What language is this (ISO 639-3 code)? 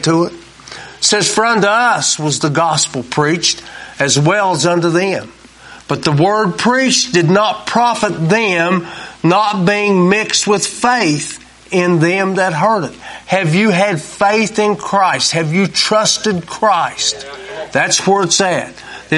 eng